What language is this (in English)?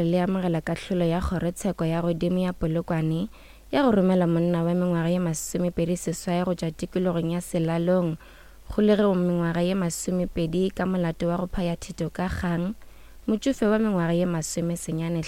Northern Sotho